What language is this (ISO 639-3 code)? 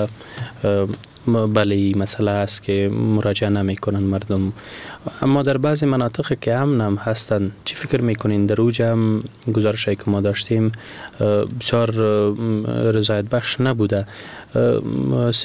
fas